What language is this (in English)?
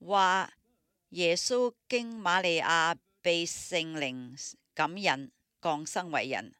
Cantonese